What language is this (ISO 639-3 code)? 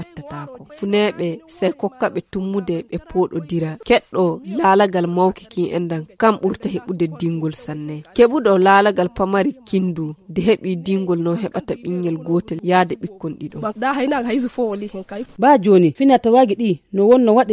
fuv